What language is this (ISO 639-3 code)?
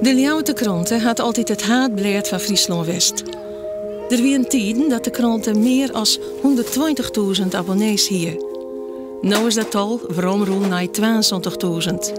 fry